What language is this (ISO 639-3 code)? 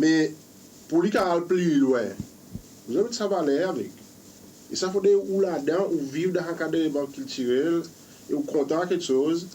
crs